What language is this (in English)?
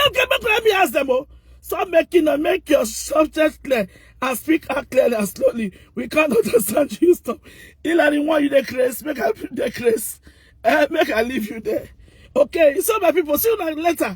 Nigerian Pidgin